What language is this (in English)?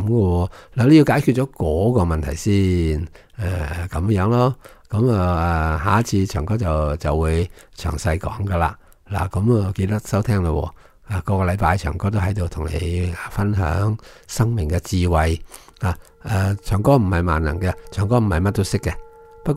Cantonese